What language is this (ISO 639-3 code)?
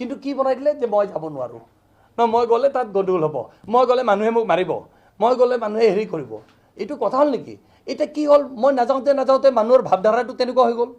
asm